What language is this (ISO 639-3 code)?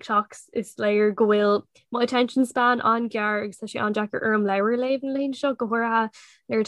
gle